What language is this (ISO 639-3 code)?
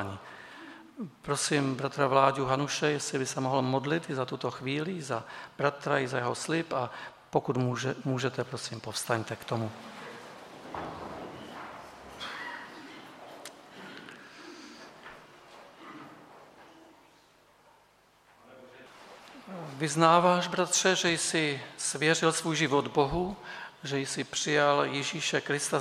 ces